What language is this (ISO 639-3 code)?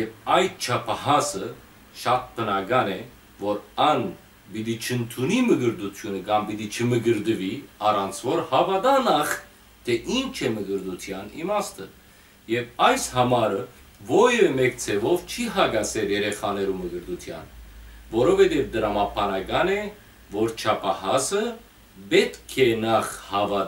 hyw